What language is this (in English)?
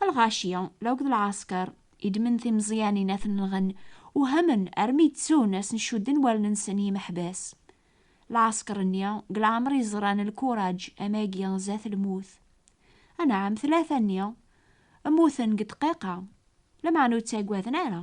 Kabyle